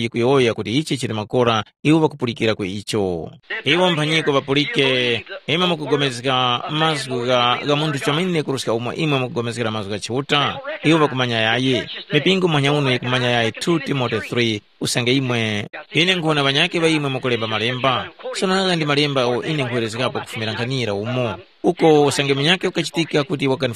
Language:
Tumbuka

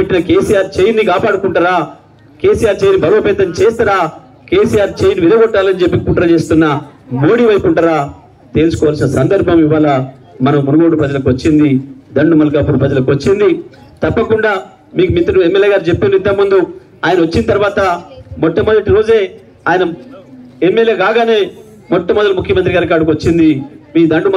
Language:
Telugu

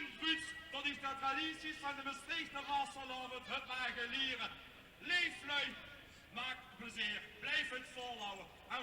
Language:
Limburgish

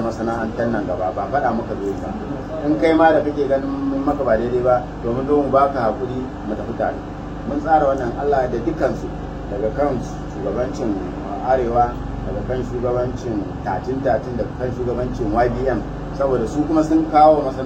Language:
Hausa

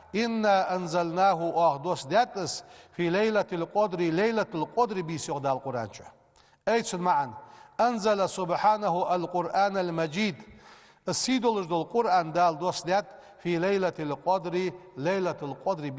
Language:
Ingush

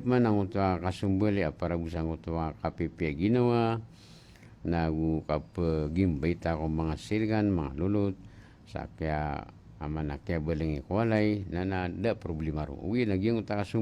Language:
Maranao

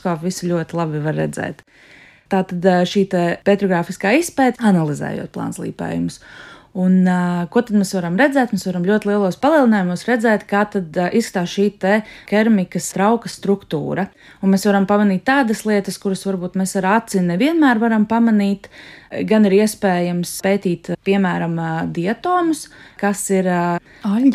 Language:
Latvian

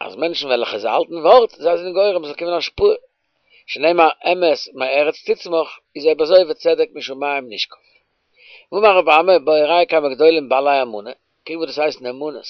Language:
Yiddish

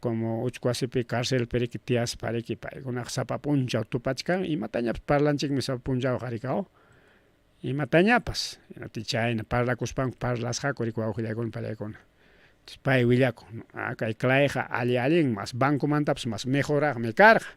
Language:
Ayacucho Quechua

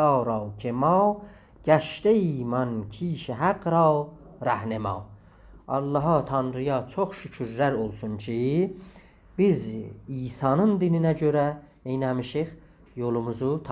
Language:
South Azerbaijani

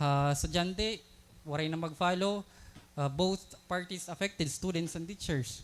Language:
Waray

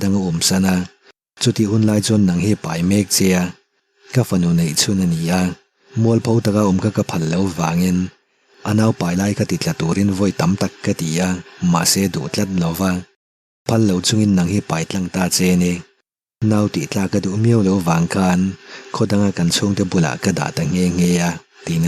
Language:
Mizo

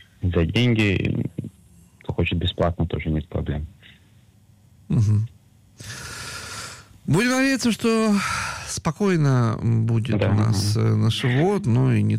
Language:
Russian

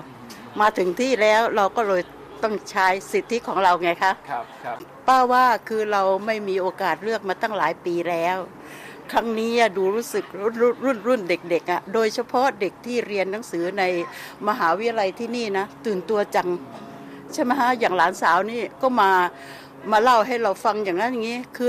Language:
Thai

